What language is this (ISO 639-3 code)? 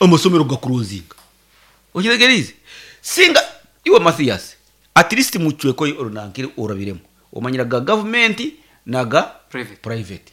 nyn